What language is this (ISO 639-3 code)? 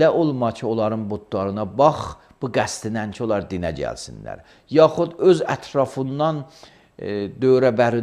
aze